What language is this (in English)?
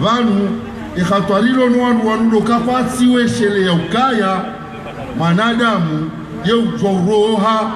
Ngazidja Comorian